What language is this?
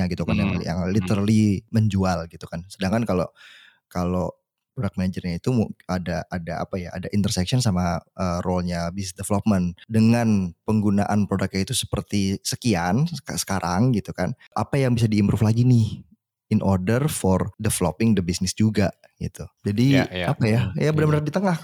Indonesian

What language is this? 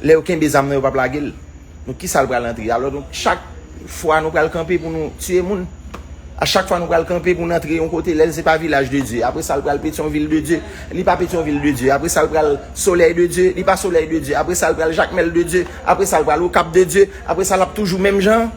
Haitian Creole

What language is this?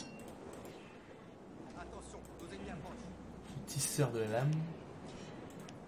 French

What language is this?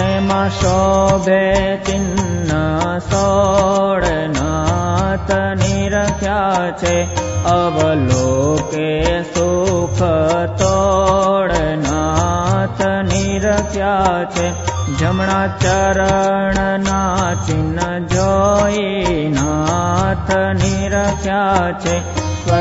Gujarati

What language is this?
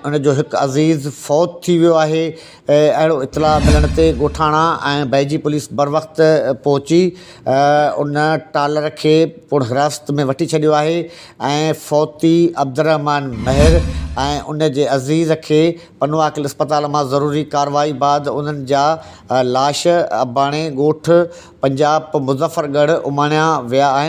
Sindhi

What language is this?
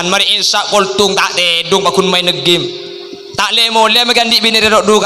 Madurese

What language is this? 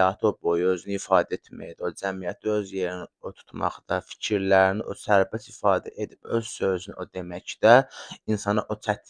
Azerbaijani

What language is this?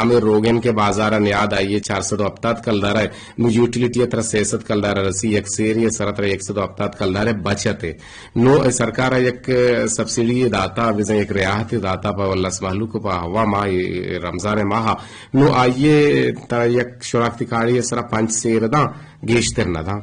Eastern Balochi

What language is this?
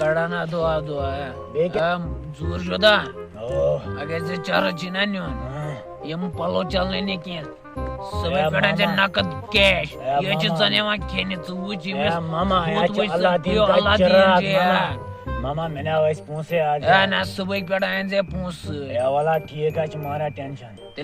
Kashmiri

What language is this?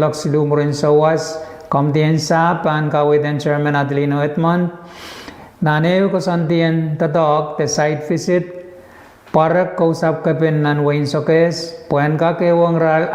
Pohnpeian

